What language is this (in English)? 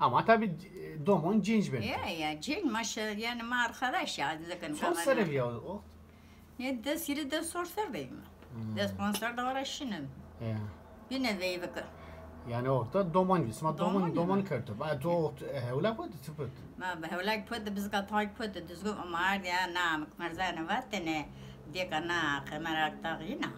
Zaza